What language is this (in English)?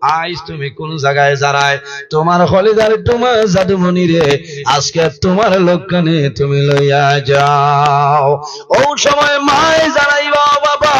Sylheti